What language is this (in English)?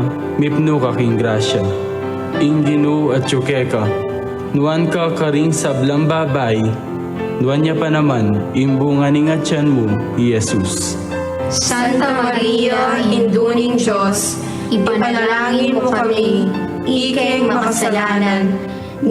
Pampanga